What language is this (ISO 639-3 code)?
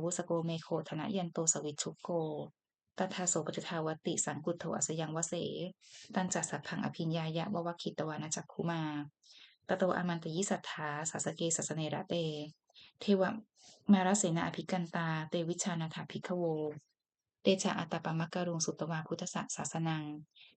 pli